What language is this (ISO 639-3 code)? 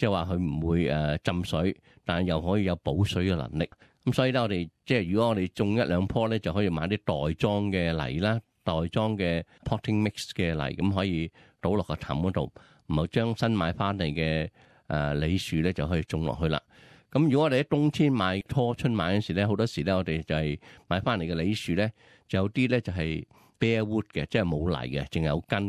yue